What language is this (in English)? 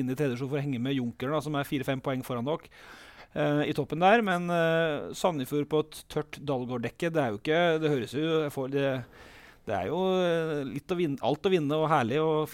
Norwegian